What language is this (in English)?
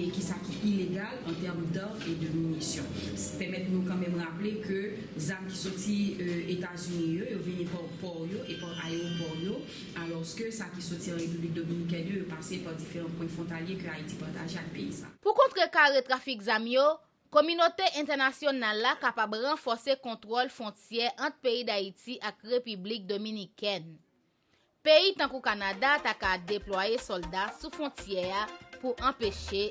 Haitian Creole